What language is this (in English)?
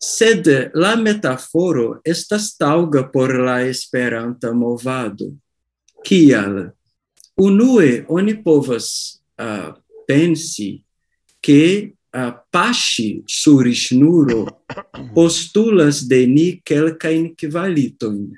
Esperanto